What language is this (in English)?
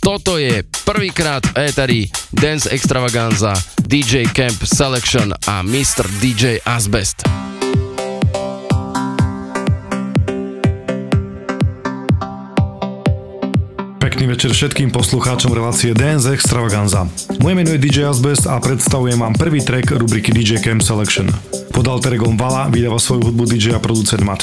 Slovak